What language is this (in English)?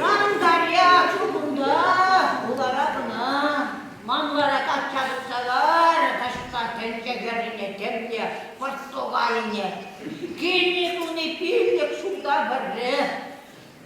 Chuvash